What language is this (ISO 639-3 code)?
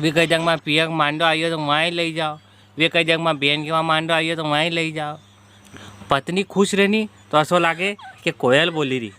raj